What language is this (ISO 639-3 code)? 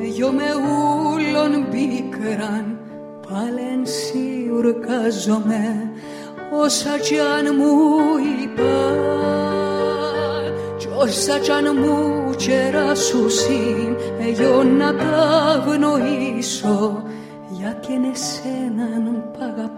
ell